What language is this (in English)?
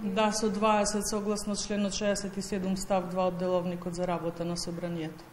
Macedonian